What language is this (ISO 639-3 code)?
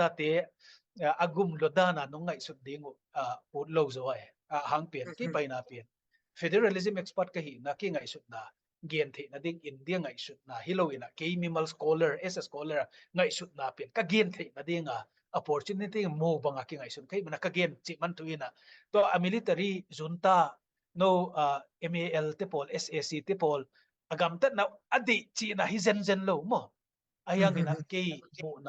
ctd